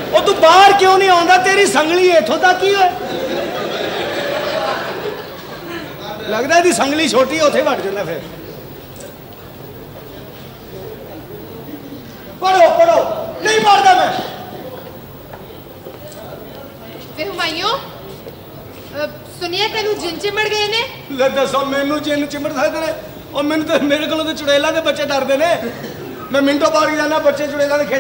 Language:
Punjabi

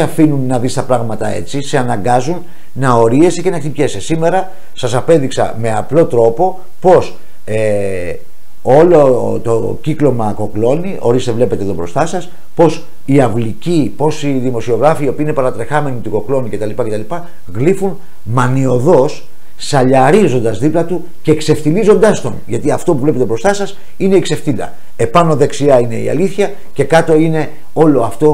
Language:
Greek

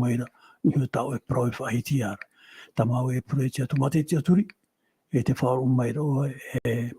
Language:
Tahitian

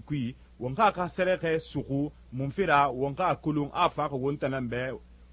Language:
Susu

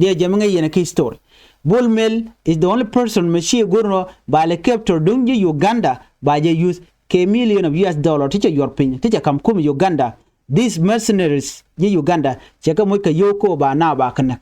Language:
Nuer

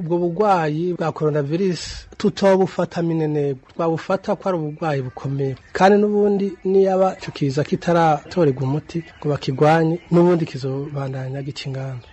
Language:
Rundi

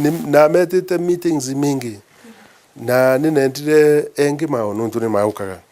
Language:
Meru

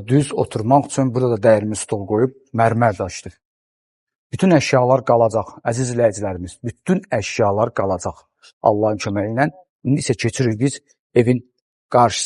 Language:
Azerbaijani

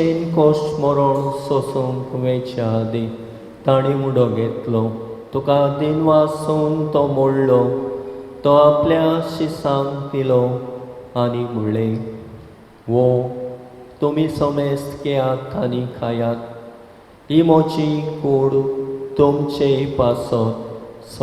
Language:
Konkani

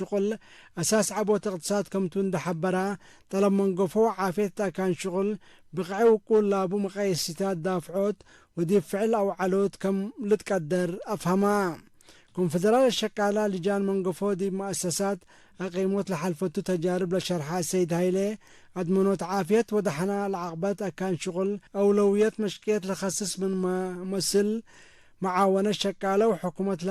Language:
Tigre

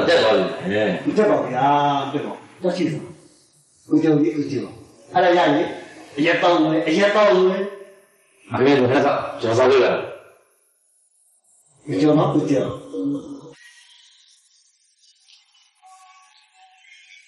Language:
Burmese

